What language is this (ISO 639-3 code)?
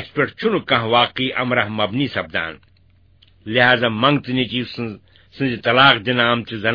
kas